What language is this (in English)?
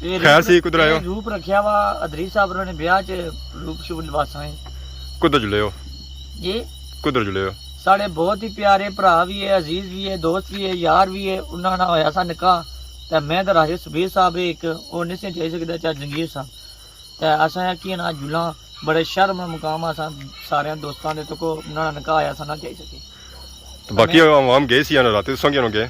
Pahari-Potwari